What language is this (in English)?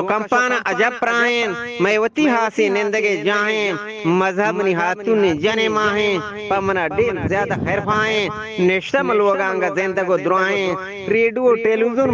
Eastern Balochi